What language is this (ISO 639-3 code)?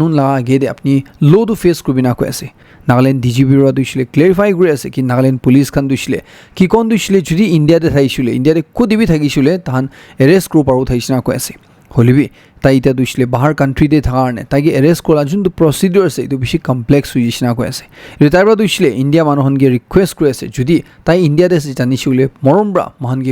nag